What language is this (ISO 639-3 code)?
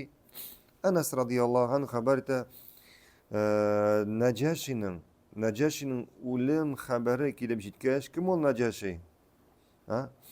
tat